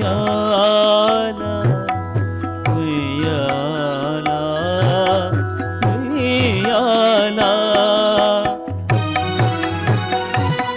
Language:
Telugu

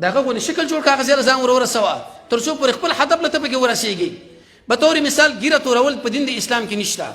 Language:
Pashto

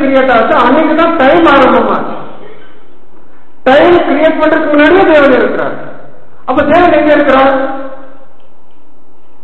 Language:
Tamil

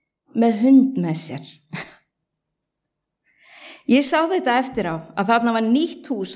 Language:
Icelandic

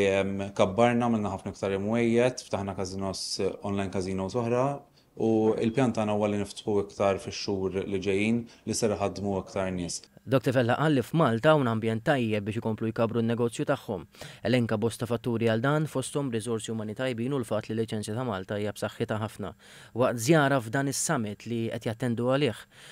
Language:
Maltese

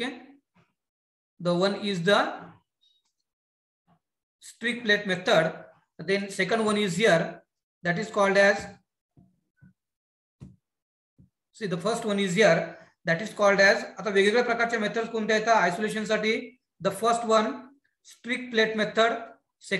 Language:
Marathi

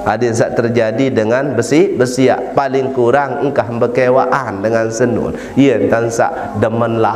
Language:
Sasak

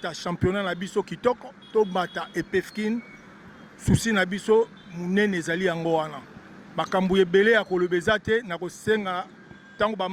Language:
Lingala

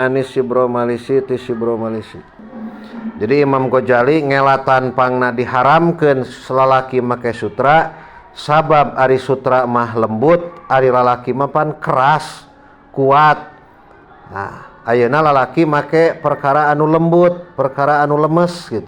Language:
Sundanese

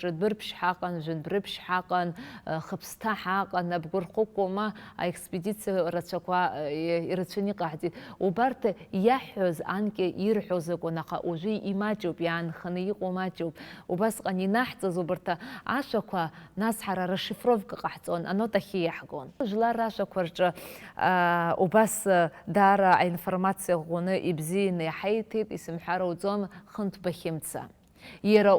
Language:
Abkhazian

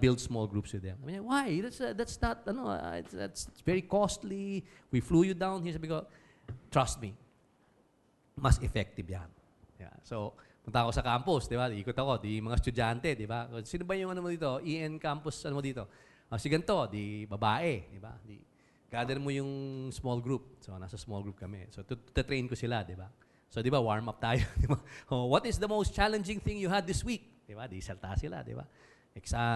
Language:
Filipino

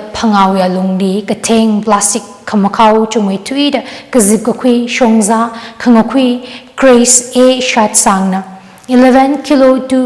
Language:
Tangkhul Naga (India)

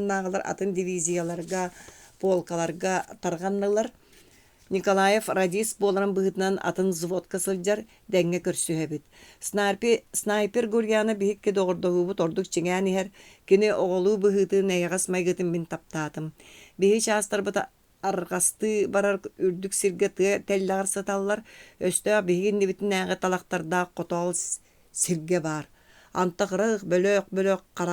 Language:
Yakut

